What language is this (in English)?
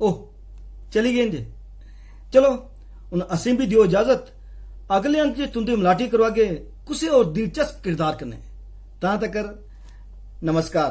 Dogri